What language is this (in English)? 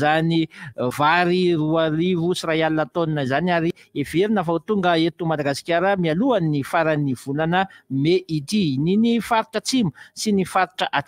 Malagasy